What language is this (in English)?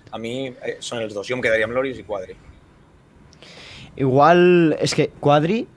Catalan